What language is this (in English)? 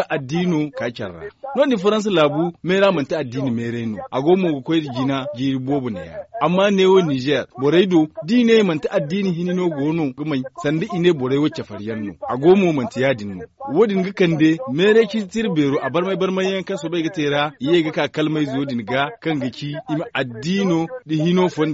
Zarma